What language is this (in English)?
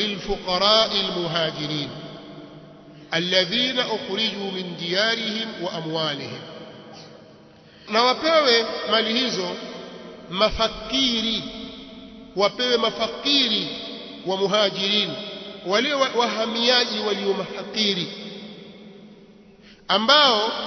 Swahili